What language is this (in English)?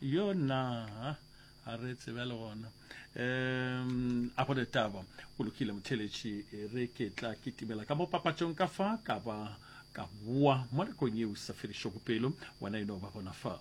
Northern Sotho